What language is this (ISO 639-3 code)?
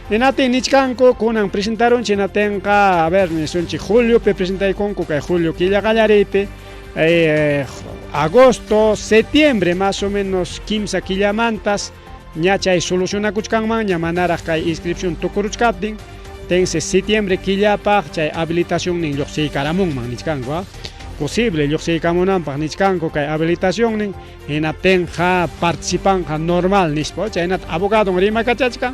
quy